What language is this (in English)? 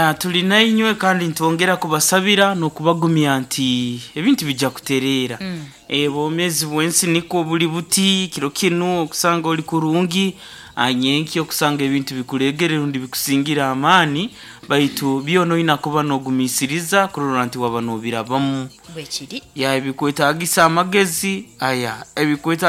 Nyankole